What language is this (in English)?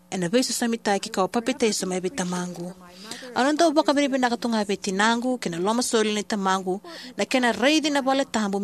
Fijian